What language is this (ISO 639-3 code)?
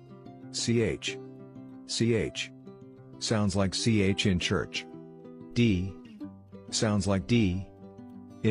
tsn